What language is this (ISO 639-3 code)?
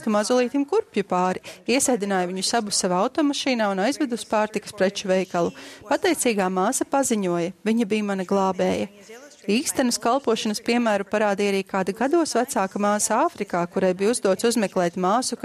lav